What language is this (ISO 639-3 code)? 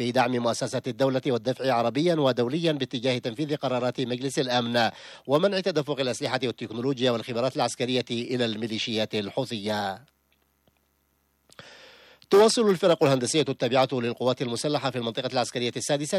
ara